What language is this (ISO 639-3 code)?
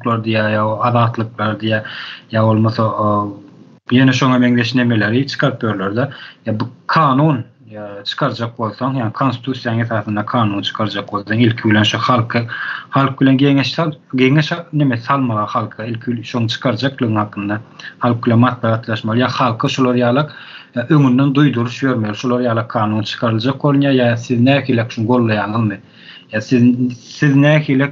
tuk